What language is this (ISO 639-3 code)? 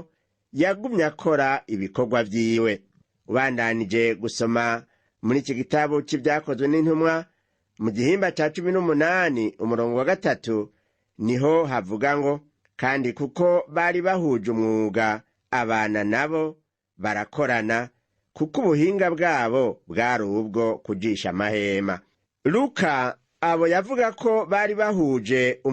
run